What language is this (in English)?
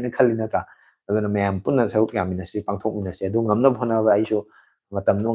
Manipuri